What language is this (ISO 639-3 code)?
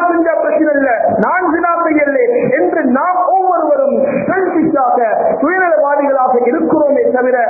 tam